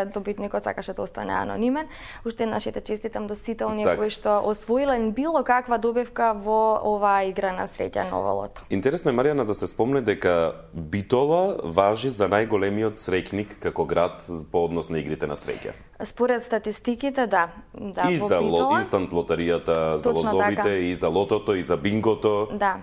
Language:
Macedonian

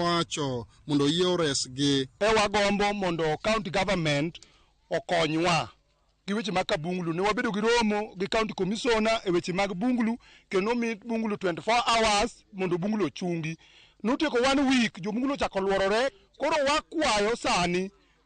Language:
Luo (Kenya and Tanzania)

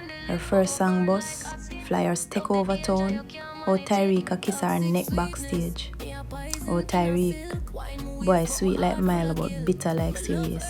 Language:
Jamaican Creole English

